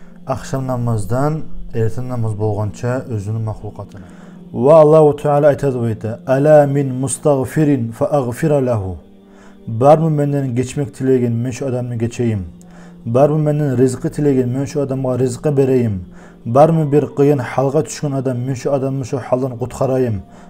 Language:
Kumyk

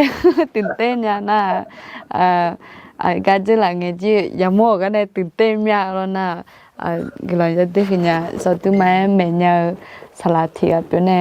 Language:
Akha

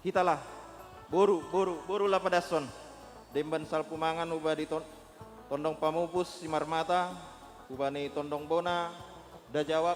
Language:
Batak Simalungun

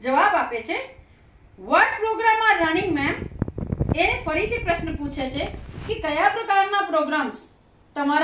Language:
Gujarati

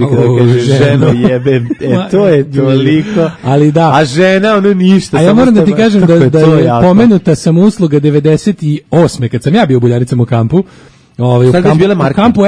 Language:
Serbian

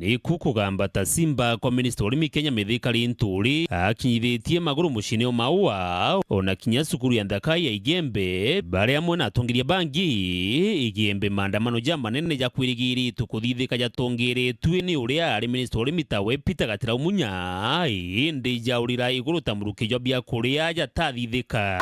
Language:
Meru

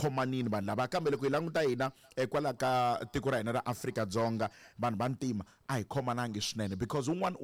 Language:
Tsonga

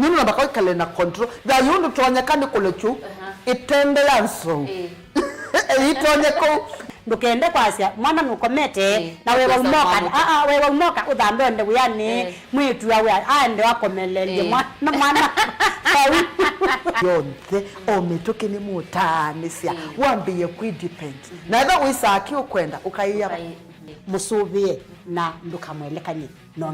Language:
Kamba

